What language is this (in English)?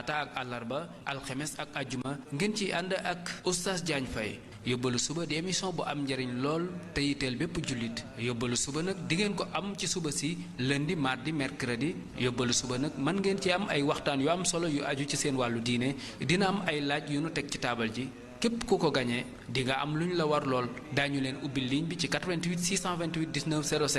Wolof